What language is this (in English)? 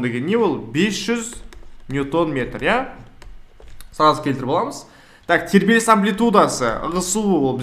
Kazakh